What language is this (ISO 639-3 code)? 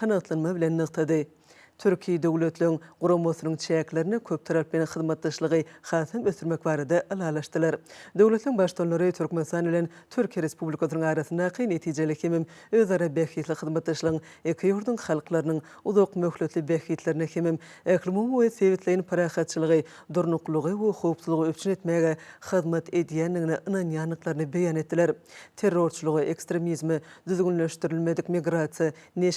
tuk